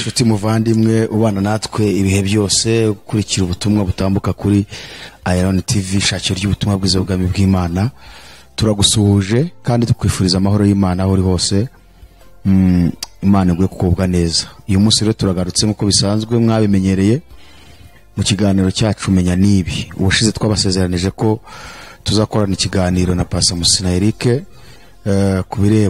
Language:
Kinyarwanda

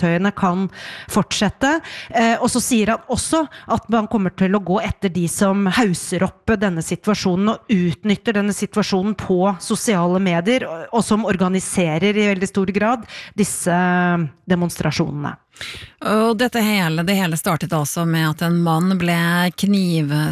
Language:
Norwegian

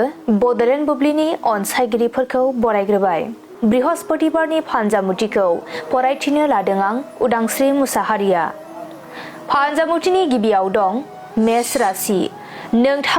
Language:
Bodo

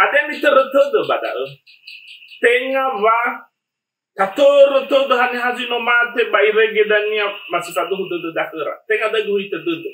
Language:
Nias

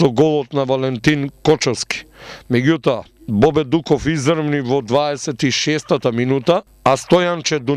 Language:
Macedonian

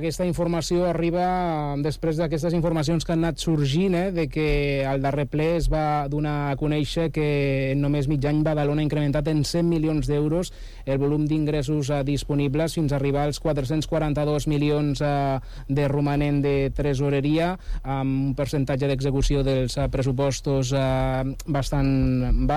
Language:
Catalan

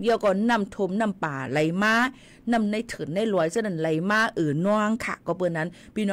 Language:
Shan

